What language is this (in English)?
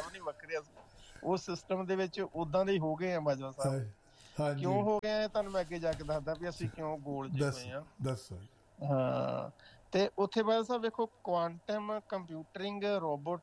Punjabi